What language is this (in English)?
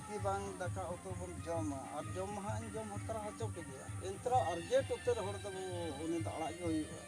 Santali